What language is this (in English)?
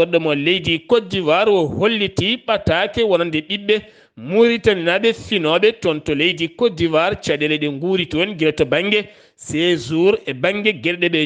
Fula